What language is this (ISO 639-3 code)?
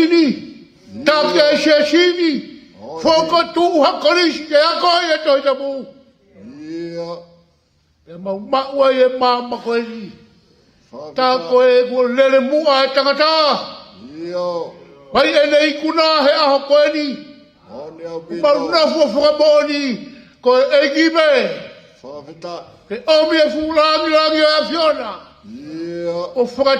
ton